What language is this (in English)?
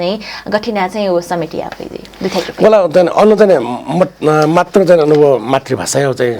Newari